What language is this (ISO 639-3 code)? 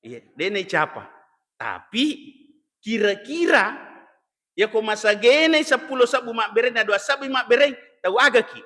bug